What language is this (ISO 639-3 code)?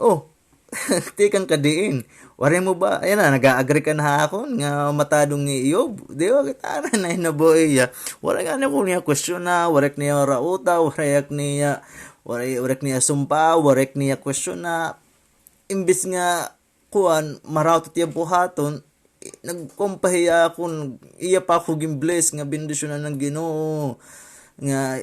war